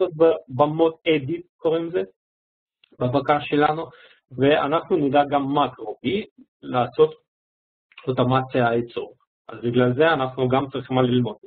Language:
Hebrew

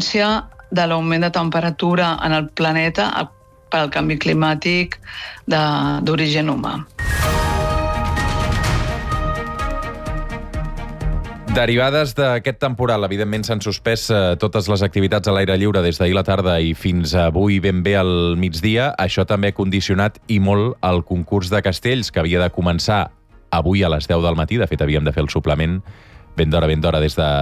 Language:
Catalan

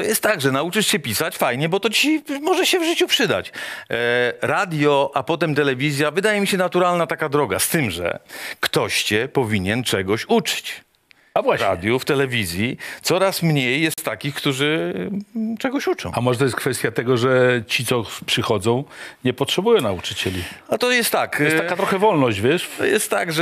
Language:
Polish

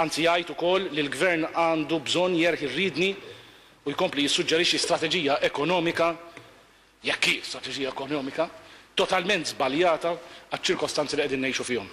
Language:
Maltese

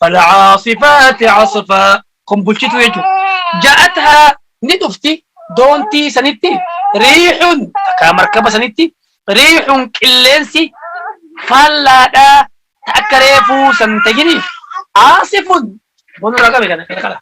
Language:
Oromo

